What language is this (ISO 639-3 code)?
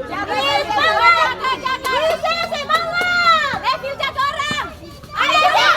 abs